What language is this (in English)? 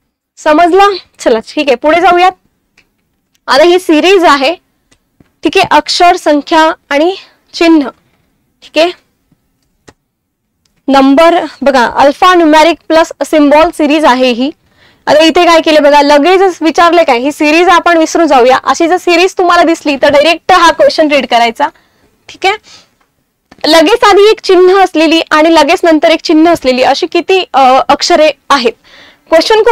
Marathi